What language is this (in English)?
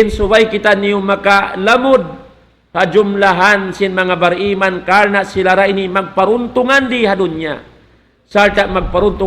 Tausug